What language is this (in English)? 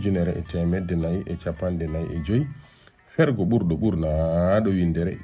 Fula